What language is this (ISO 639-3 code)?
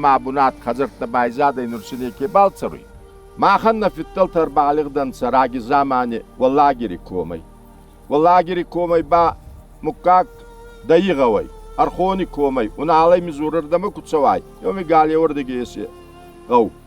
oss